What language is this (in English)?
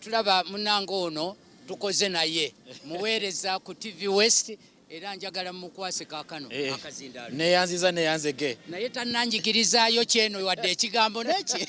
Nyankole